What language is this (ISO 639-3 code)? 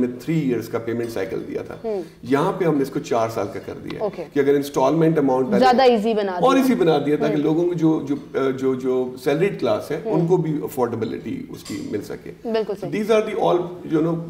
urd